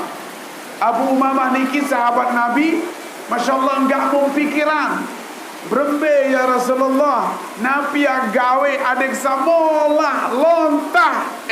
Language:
Sasak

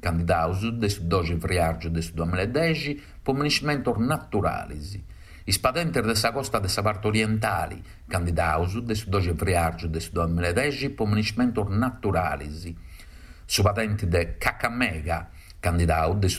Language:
Sardinian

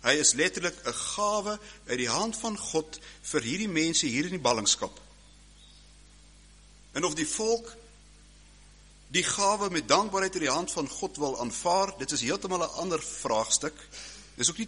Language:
Afrikaans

